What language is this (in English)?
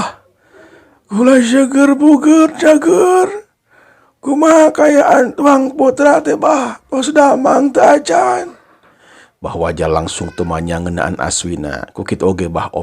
Sundanese